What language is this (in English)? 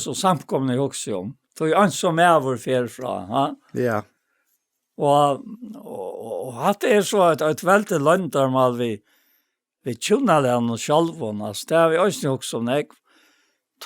Faroese